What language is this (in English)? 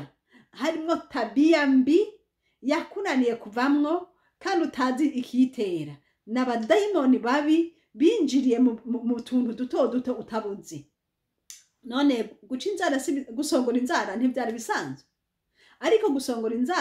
Rundi